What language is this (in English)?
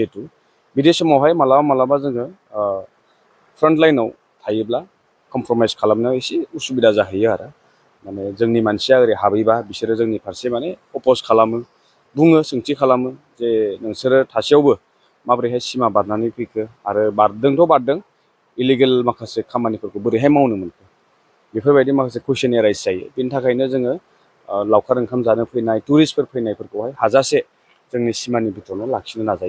Bodo